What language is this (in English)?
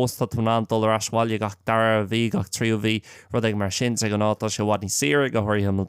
Irish